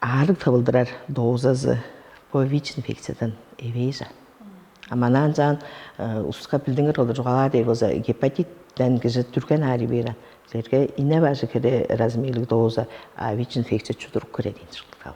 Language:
Tuvinian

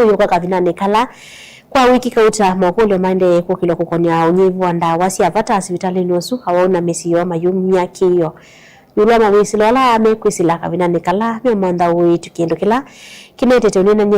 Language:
Kamba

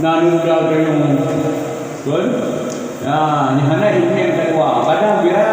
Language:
Achinese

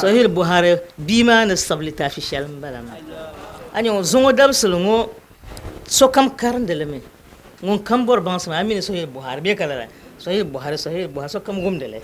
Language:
Dagbani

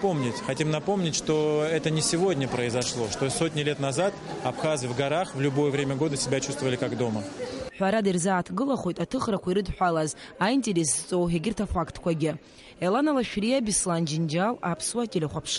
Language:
Abkhazian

